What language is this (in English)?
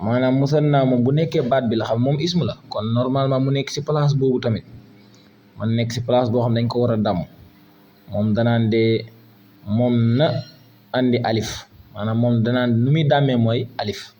Wolof